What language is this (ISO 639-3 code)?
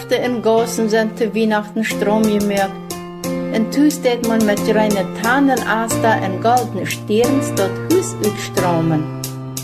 pdt